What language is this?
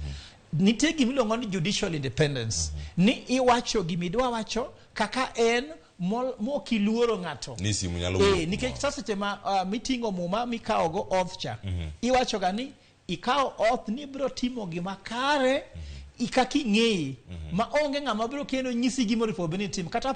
Luo (Kenya and Tanzania)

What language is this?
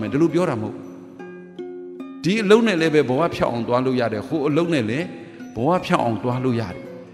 Burmese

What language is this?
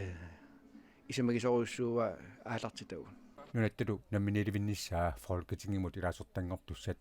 Kalaallisut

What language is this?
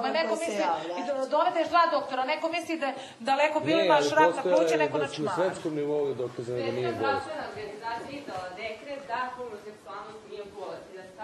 Bosnian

